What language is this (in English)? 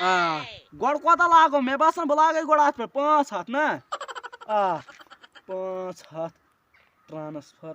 Kashmiri